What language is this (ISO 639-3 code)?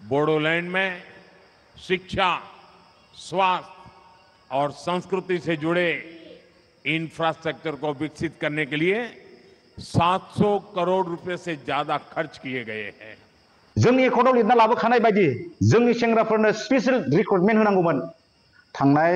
brx